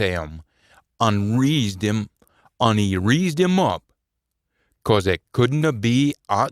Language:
Scots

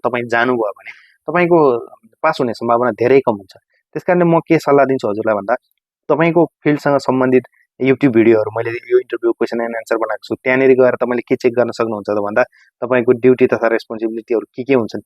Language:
Nepali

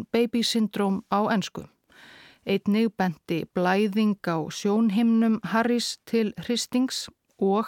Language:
Icelandic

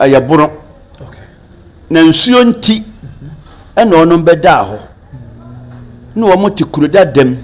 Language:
Akan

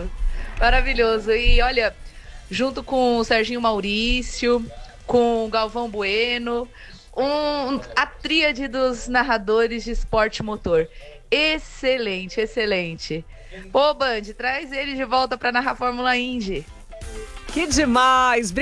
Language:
Portuguese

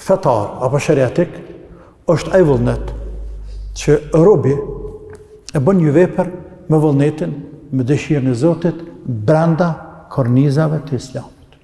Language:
Albanian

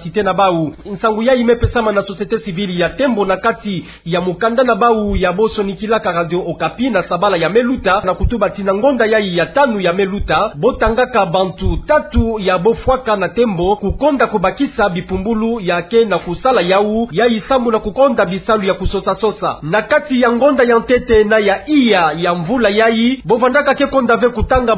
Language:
Kituba (Democratic Republic of Congo)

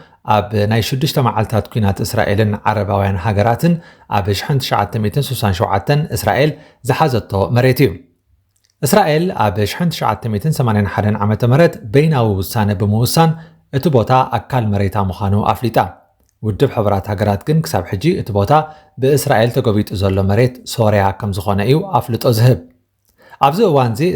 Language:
Tigrinya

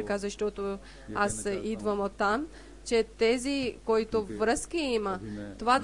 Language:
Bulgarian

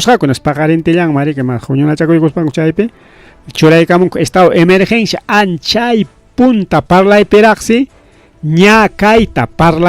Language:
Ayacucho Quechua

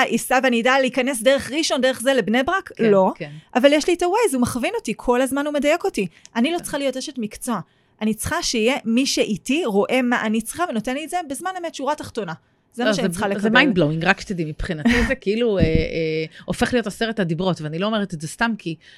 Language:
Hebrew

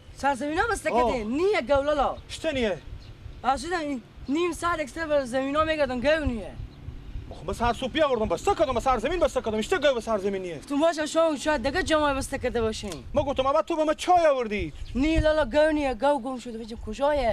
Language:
Persian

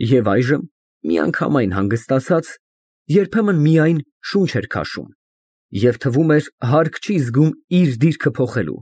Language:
Armenian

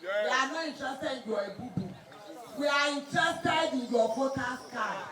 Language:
Nigerian Pidgin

